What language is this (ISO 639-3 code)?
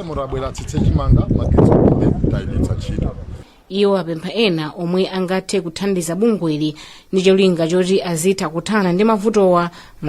nya